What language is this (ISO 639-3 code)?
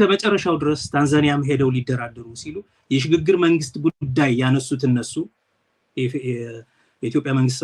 amh